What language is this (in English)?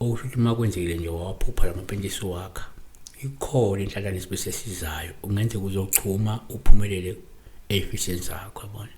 Zulu